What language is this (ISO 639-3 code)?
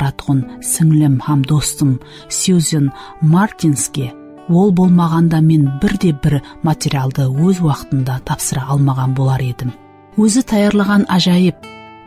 kaa